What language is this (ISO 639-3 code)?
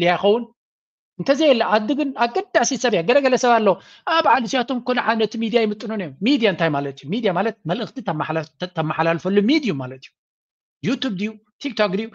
tir